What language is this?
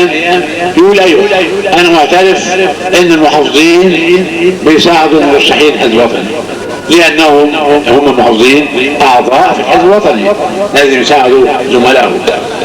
Egyptian Arabic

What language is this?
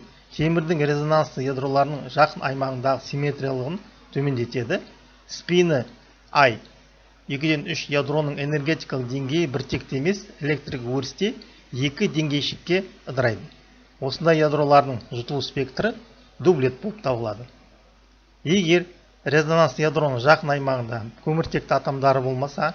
Kazakh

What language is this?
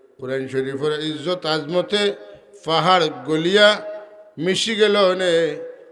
Sylheti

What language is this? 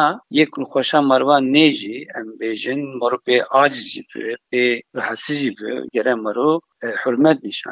Kurdish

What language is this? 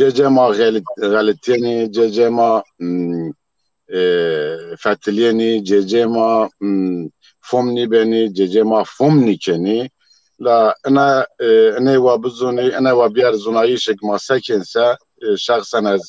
Zaza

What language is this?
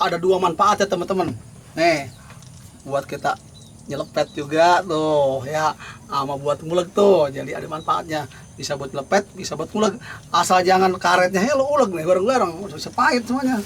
Betawi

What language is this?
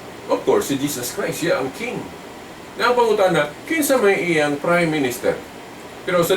Cebuano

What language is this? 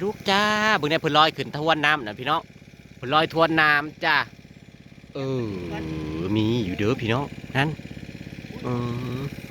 Northeastern Thai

